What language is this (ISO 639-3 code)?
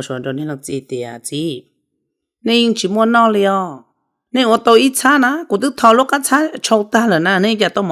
hmn